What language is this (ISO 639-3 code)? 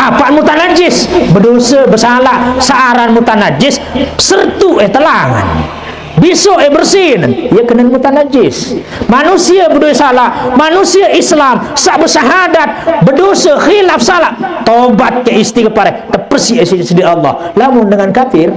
sas